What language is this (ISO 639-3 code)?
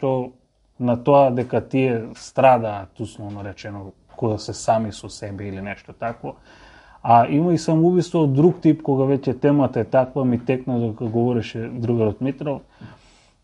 mkd